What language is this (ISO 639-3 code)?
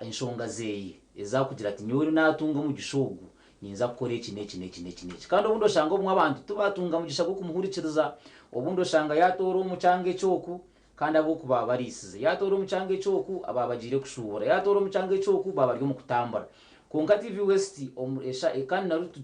nyn